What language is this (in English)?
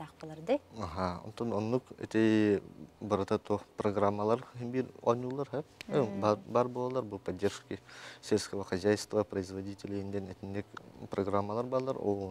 Yakut